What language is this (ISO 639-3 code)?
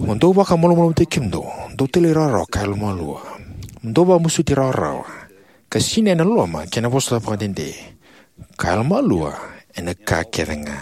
fij